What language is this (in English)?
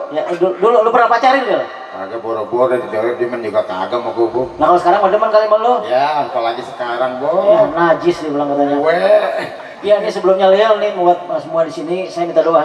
Betawi